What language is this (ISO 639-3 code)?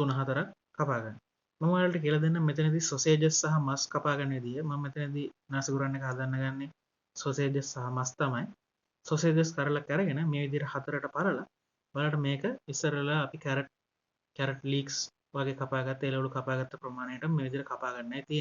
sin